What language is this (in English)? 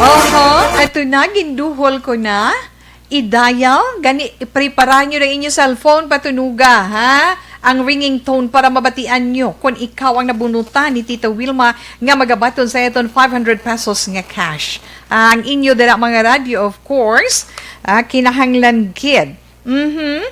Hiligaynon